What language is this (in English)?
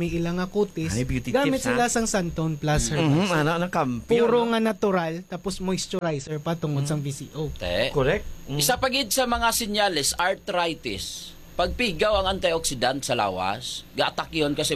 Hiligaynon